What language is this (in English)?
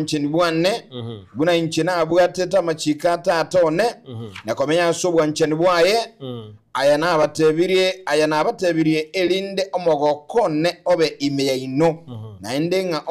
Gusii